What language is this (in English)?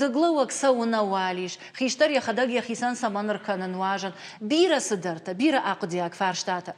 Ossetic